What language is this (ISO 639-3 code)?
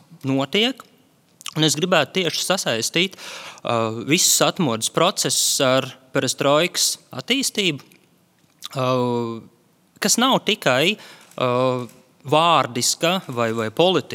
lav